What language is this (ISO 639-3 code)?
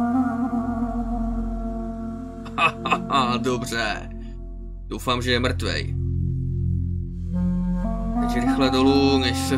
ces